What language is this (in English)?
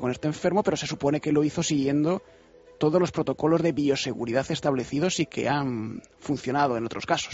Spanish